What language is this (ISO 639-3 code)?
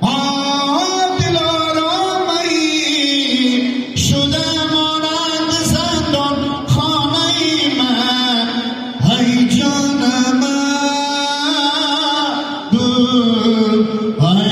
haz